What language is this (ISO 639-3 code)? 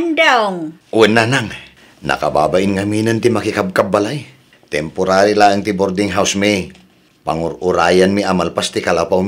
ilo